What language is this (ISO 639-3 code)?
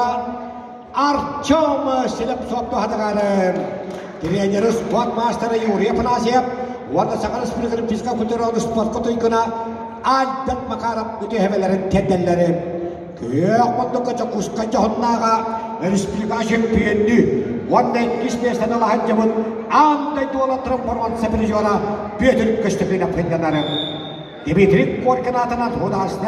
sah